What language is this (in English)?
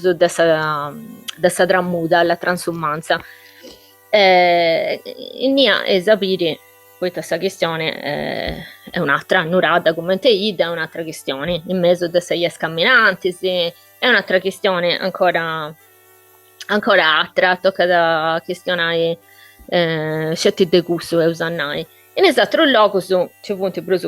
Sardinian